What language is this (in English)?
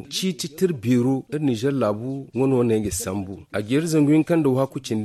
Zarma